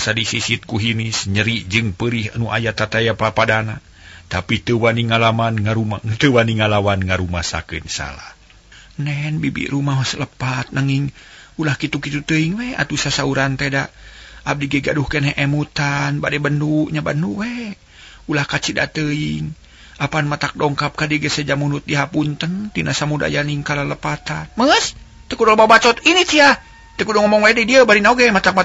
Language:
Sundanese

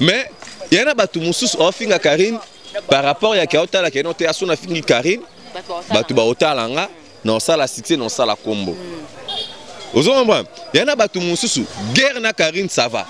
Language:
Lingala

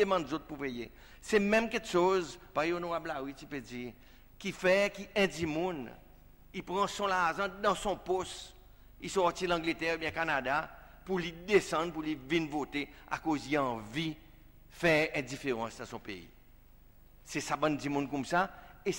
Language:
Seselwa Creole French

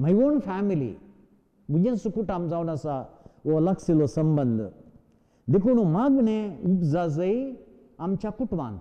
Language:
Konkani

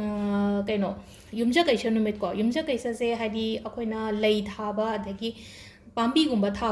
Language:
Manipuri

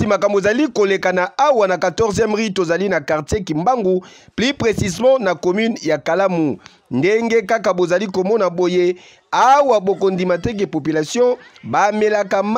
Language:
Lingala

